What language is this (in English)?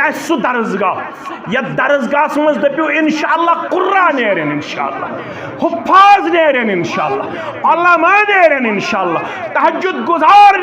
Kashmiri